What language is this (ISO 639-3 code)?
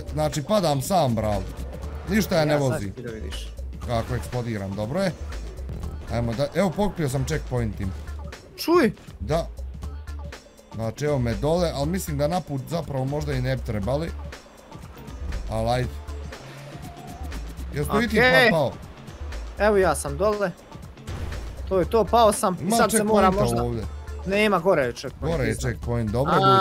bos